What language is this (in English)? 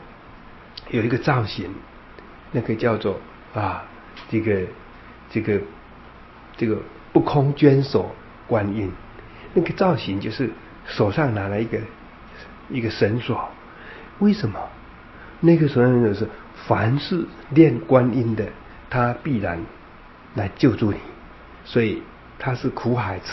Chinese